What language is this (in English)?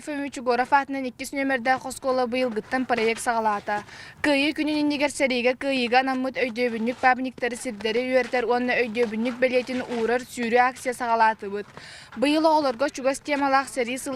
Yakut